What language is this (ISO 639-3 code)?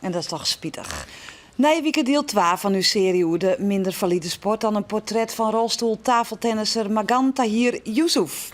fry